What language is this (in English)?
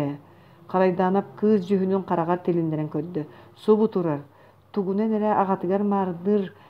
Yakut